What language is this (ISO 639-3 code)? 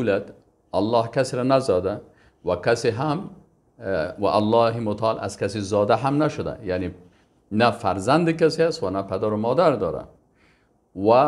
fas